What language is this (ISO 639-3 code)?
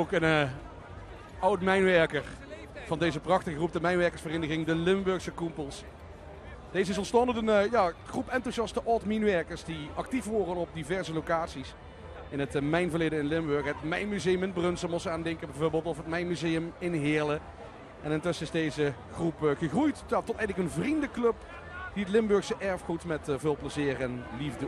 lim